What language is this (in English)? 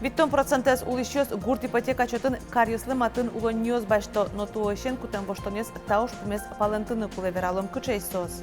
Udmurt